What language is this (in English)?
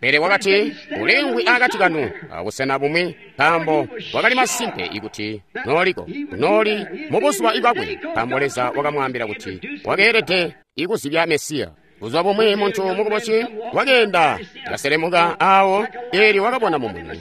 Tonga (Zambia)